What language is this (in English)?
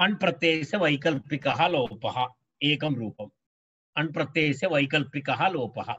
Sanskrit